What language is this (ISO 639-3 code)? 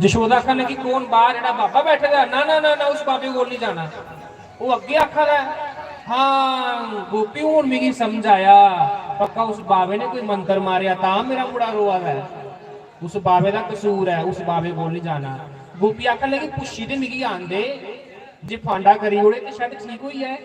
doi